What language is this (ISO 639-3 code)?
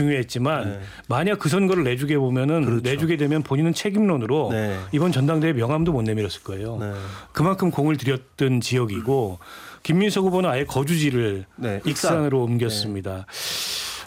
kor